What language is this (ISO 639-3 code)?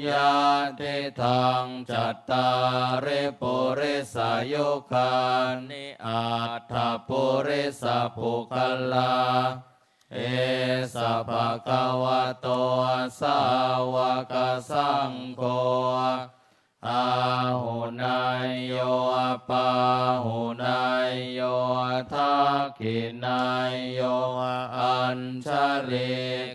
pli